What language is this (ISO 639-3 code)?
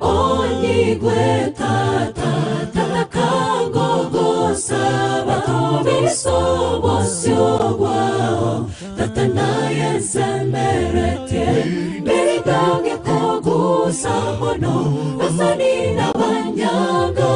guz